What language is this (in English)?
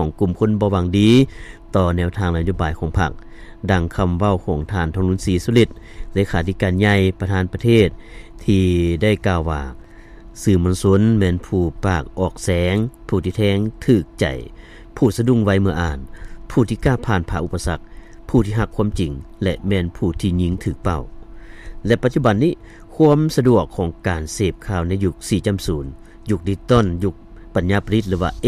Lao